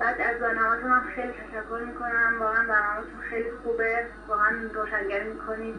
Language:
Persian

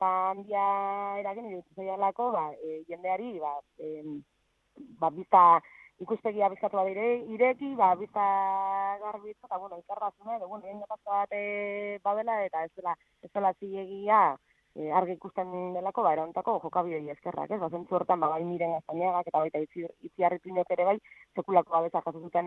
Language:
Basque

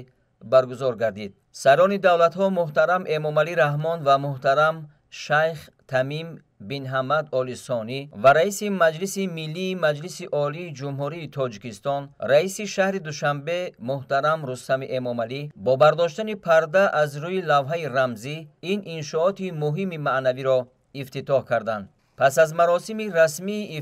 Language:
Tajik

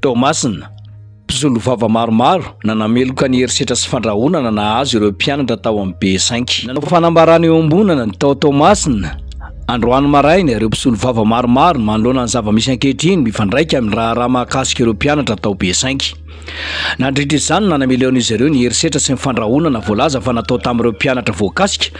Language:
Malagasy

